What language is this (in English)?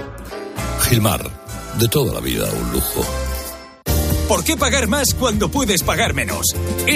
Spanish